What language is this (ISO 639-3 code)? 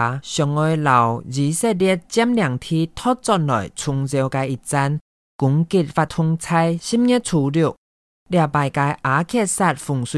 hak